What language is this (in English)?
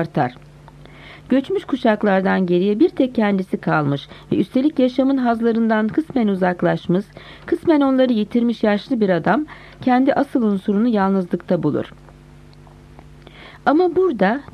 Turkish